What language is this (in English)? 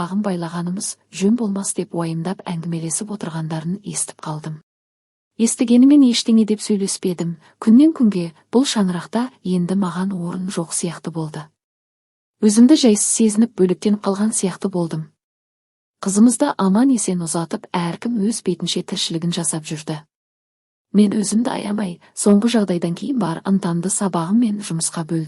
Kazakh